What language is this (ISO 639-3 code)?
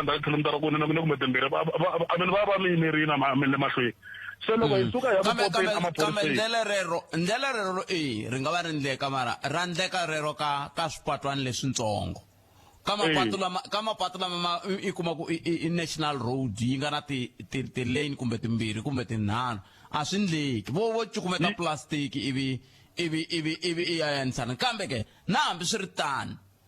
tso